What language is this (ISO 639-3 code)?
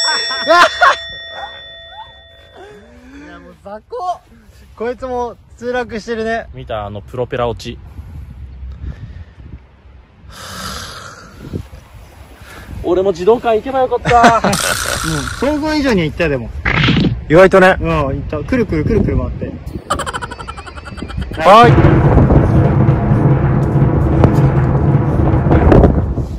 jpn